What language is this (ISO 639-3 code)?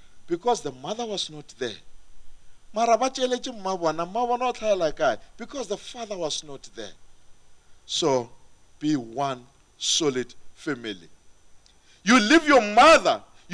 nso